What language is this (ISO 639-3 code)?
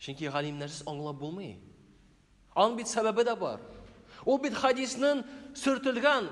tat